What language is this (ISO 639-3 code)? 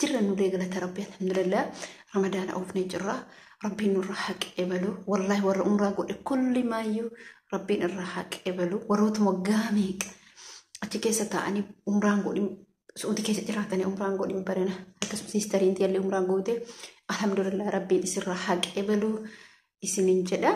orm